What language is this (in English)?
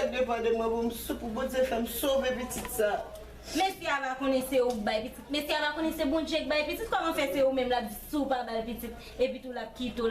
Haitian Creole